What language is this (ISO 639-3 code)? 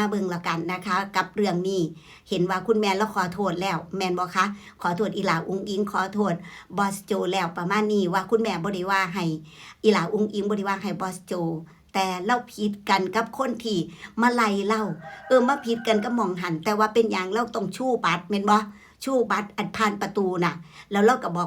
tts